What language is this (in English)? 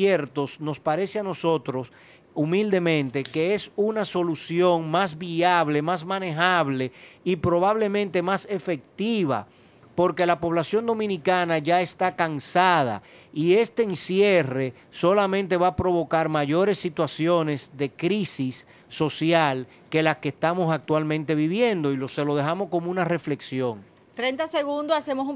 Spanish